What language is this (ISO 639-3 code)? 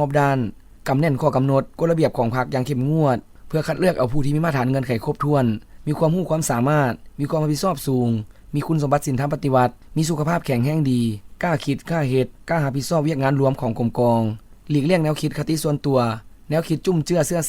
lao